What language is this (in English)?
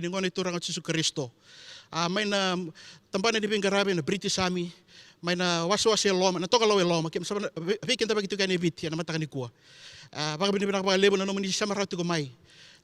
Fijian